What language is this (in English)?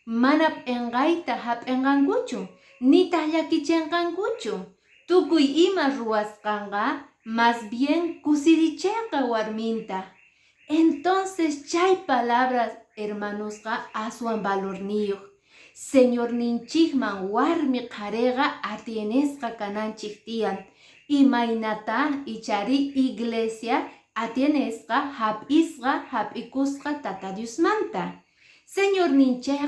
Quechua